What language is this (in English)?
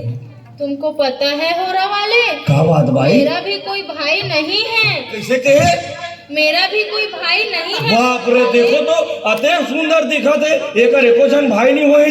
Chhattisgarhi